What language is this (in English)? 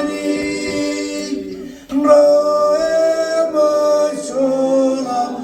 Marshallese